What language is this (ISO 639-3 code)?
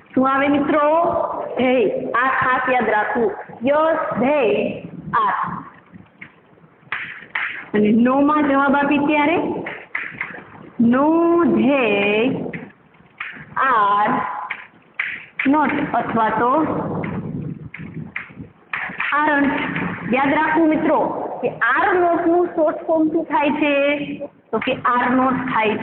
guj